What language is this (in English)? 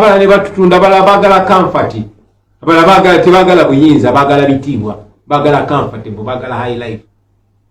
Ganda